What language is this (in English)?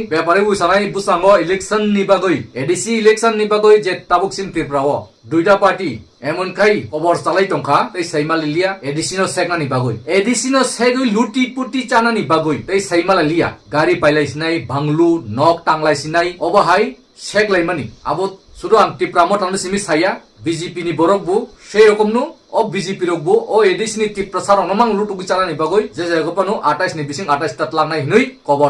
Kok Borok